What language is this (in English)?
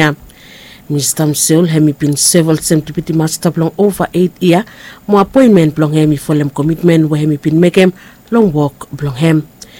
Bislama